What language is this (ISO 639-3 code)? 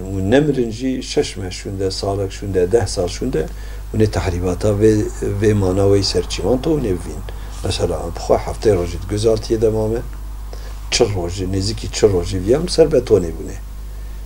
kur